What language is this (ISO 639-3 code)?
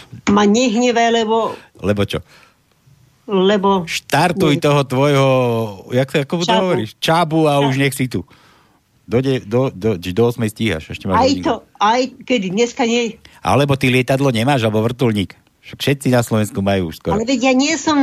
slk